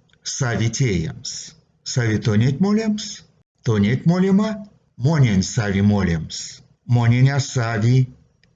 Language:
Erzya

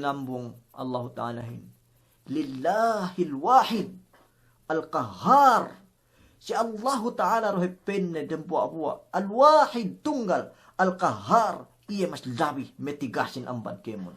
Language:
Yakan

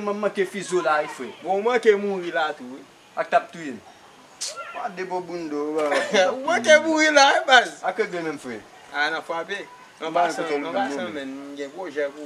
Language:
Haitian Creole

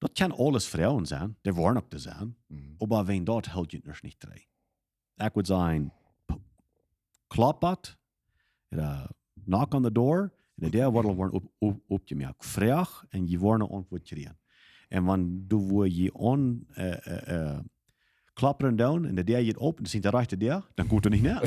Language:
Plautdietsch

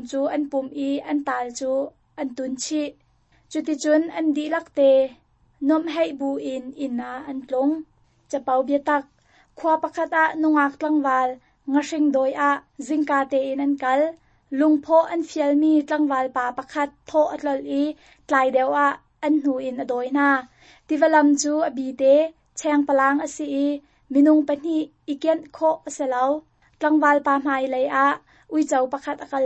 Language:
Hakha Chin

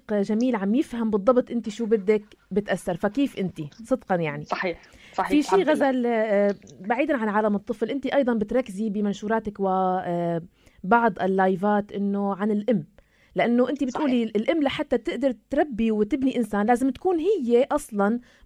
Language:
North Levantine Arabic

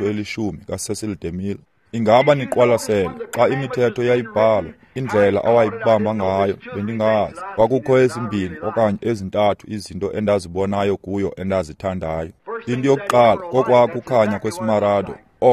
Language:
Xhosa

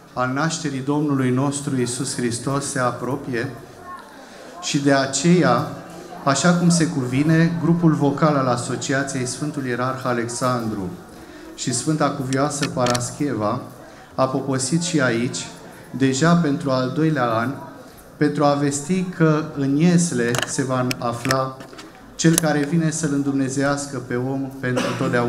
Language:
Romanian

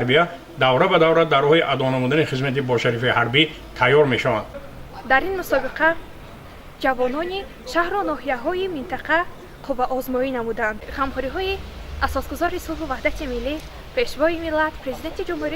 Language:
Tajik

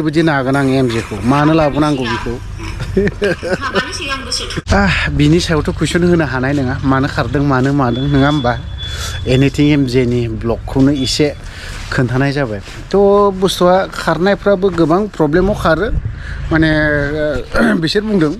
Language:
Bodo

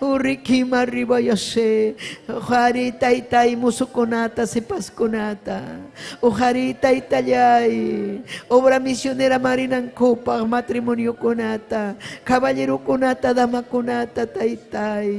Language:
Ayacucho Quechua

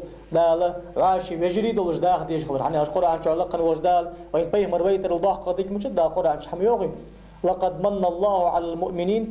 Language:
Ingush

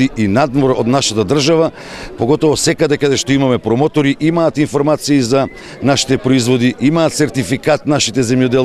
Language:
Macedonian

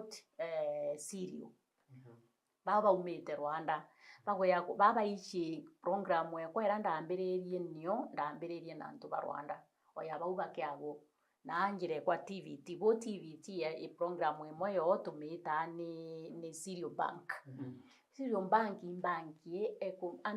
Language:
Meru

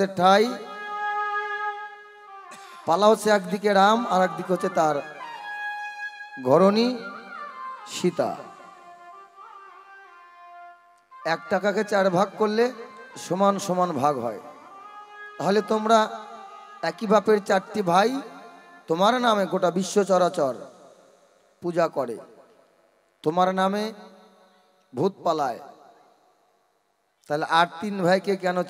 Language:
Bangla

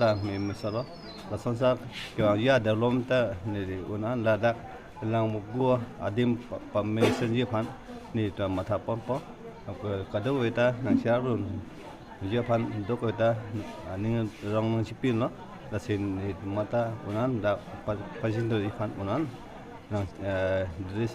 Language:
Karbi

